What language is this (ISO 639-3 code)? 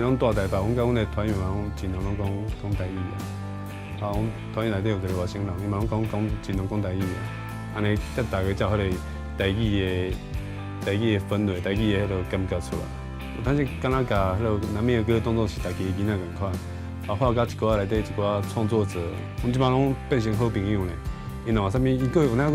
nan